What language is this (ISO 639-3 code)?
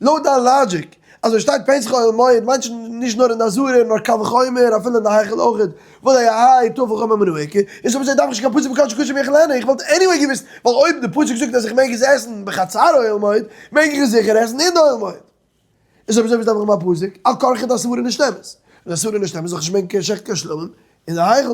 yid